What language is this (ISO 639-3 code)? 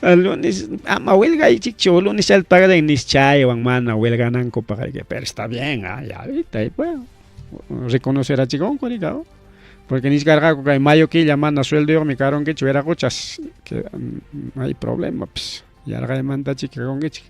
quy